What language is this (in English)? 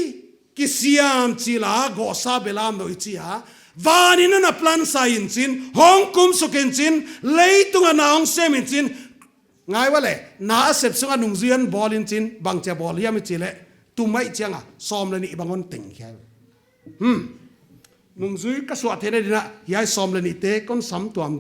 Paite Chin